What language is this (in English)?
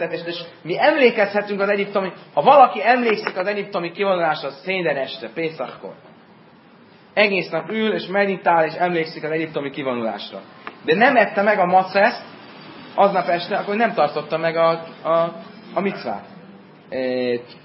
Hungarian